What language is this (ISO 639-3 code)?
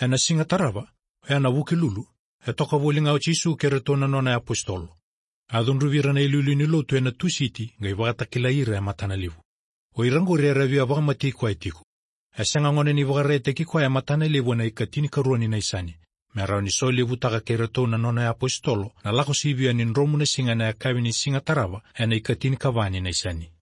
fij